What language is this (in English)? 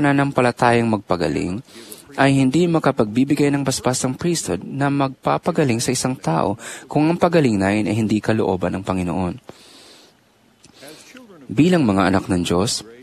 Filipino